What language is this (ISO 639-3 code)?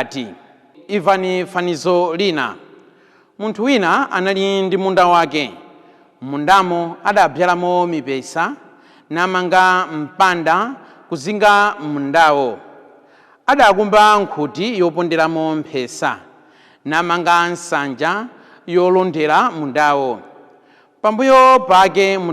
nya